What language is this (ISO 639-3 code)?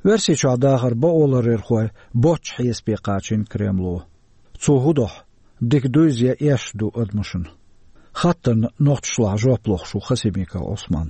che